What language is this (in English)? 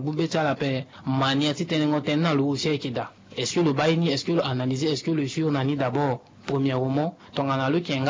Sango